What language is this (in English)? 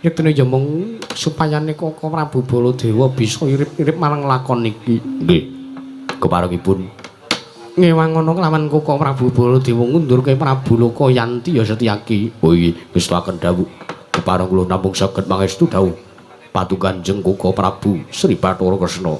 Javanese